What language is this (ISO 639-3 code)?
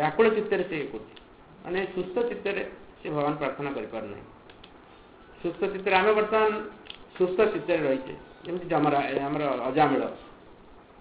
ori